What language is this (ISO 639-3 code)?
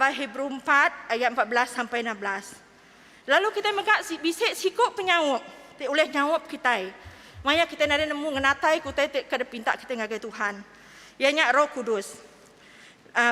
iba